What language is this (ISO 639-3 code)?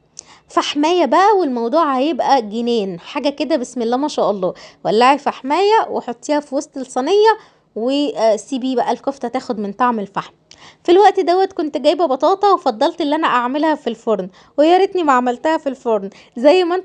arz